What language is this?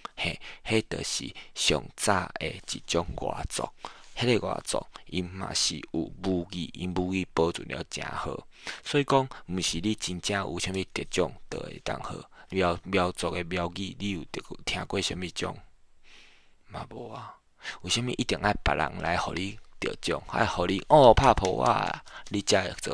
Min Nan Chinese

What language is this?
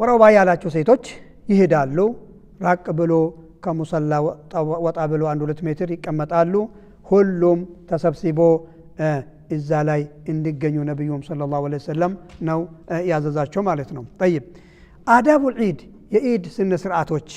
Amharic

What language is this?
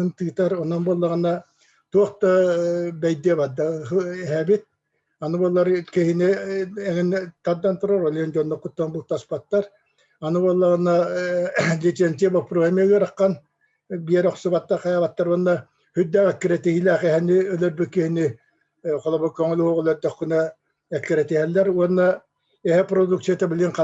Yakut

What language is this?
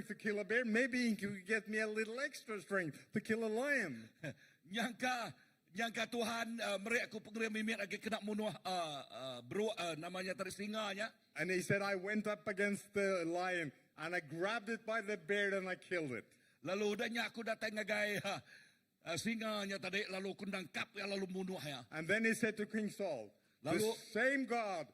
Iban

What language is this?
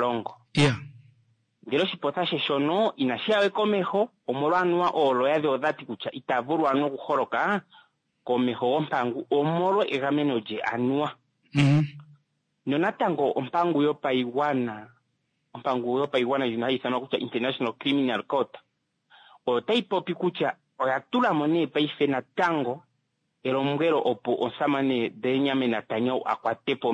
Kuanyama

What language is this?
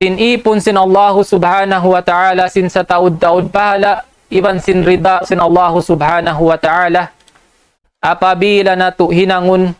Tausug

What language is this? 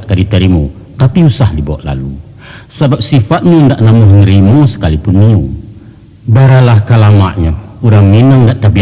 Minangkabau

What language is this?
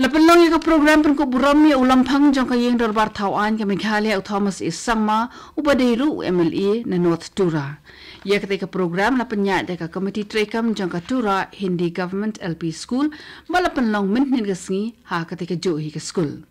Khasi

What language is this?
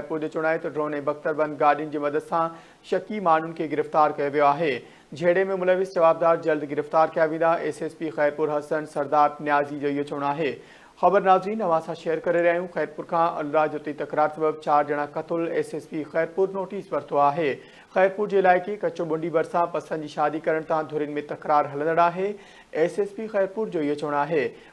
Sindhi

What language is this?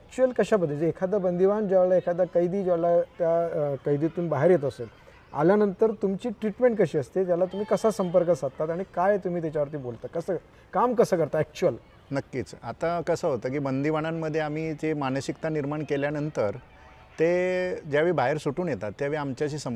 Marathi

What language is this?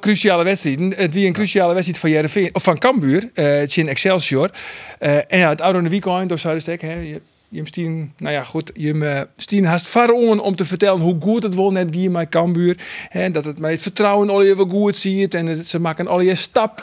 Western Frisian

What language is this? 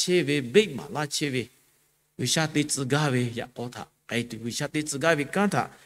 Lahu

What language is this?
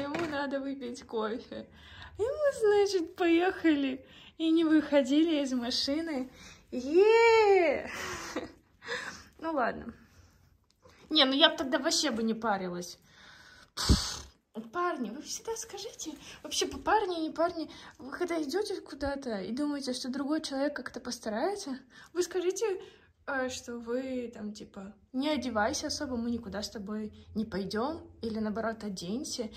Russian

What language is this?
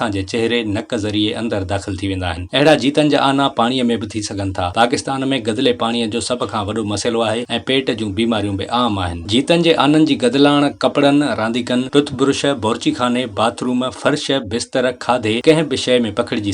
Sindhi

